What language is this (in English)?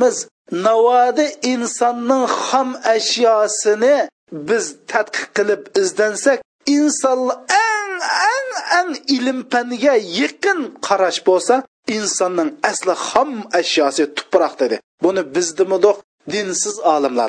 Uyghur